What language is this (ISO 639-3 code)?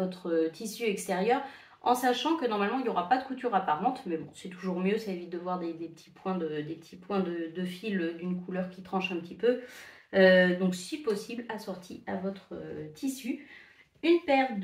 fra